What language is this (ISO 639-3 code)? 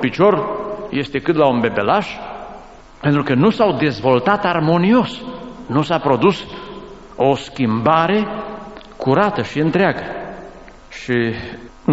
ron